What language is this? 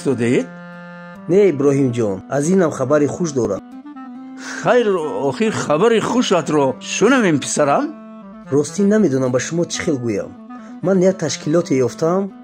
Tajik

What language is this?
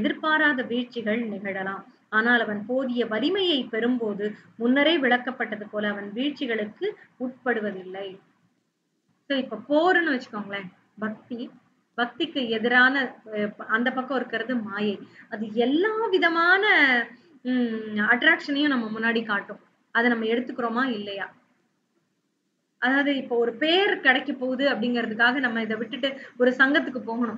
Tamil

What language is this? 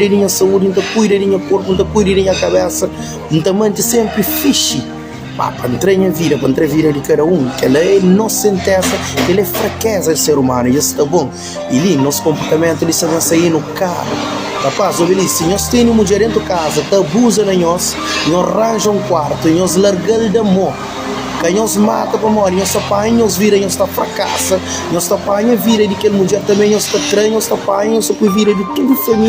Kabuverdianu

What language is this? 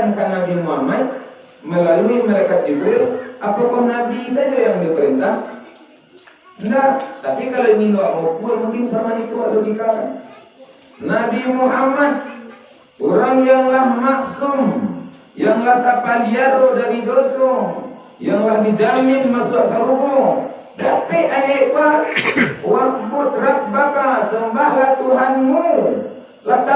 Minangkabau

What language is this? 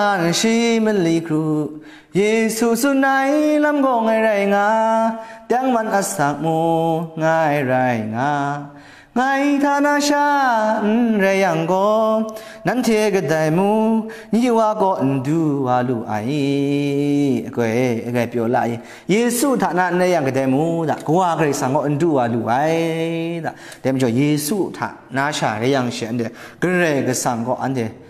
Kachin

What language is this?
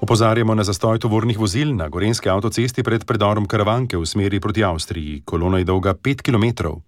Slovenian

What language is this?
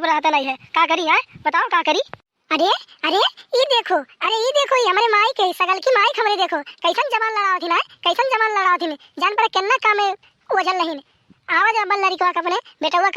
Awadhi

